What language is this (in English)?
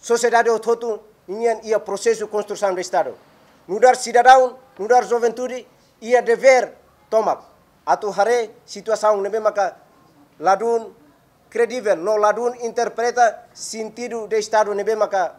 Tetum